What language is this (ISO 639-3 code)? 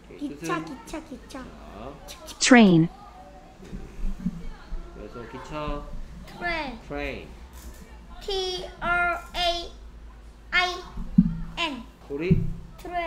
kor